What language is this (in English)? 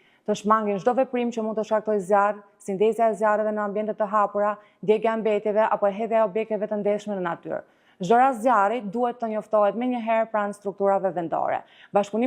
Albanian